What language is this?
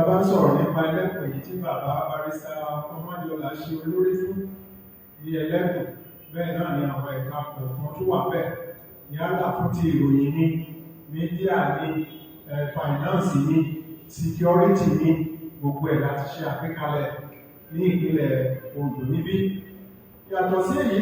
Yoruba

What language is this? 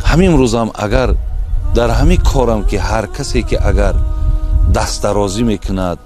Tajik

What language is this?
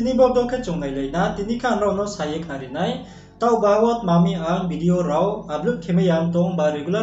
Riang (India)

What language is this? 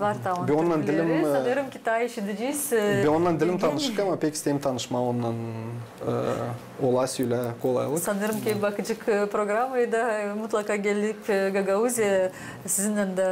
Gagauz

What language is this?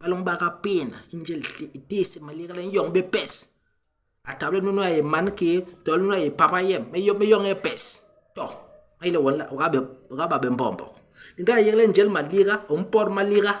Basaa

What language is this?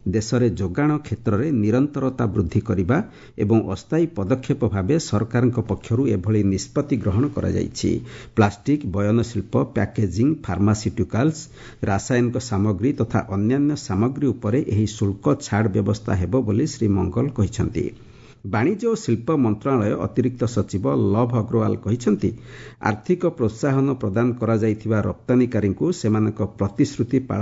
Odia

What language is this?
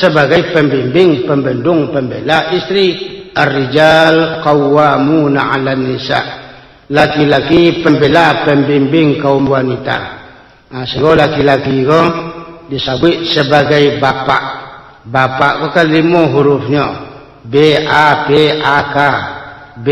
Minangkabau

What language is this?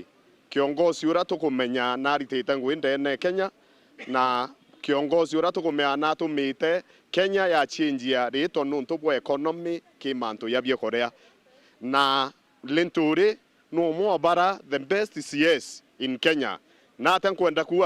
Meru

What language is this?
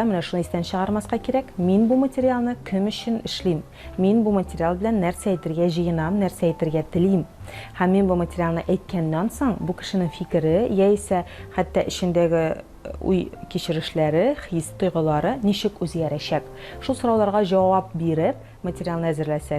Tatar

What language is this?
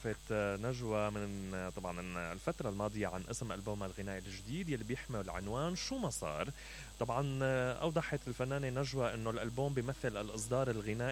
Mesopotamian Arabic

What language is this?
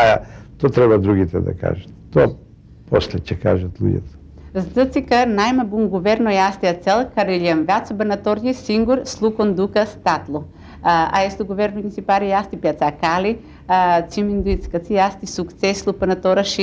Macedonian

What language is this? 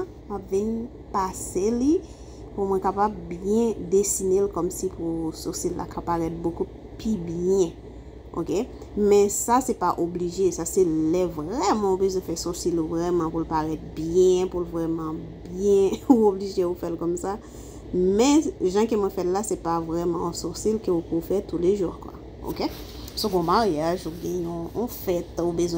Haitian Creole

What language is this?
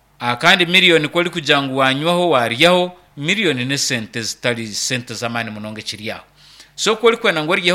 Nyankole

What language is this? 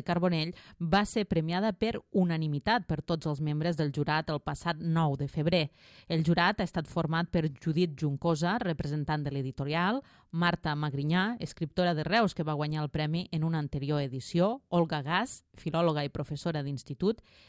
Catalan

